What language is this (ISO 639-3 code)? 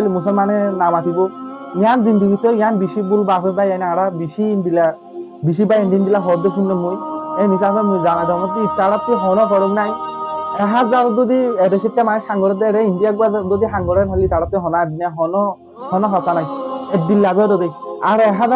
rhg